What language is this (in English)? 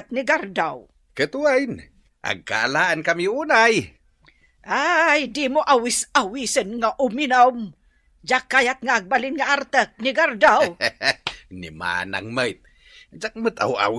Iloko